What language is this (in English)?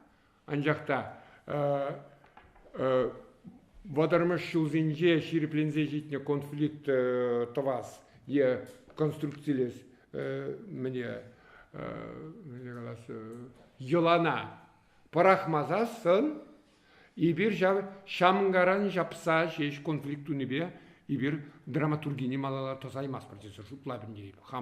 Chuvash